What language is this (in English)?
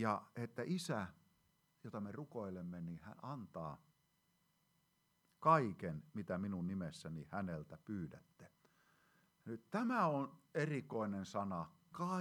Finnish